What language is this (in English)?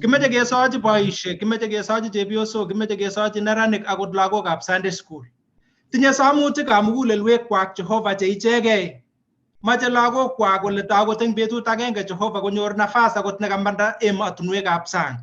Kalenjin